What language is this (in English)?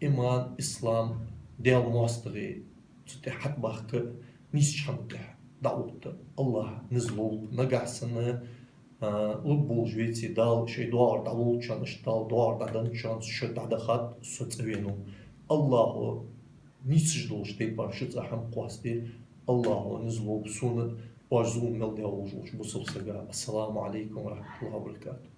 Ingush